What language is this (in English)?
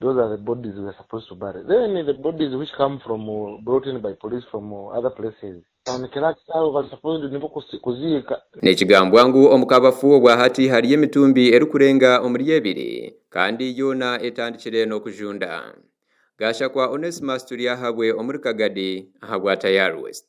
Nyankole